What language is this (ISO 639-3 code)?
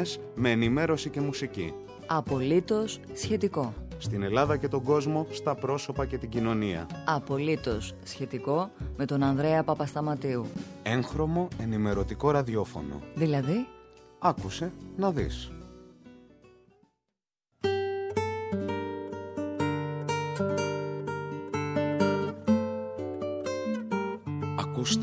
ell